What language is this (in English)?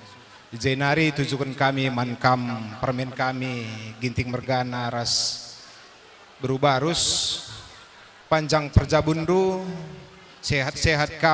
Batak Karo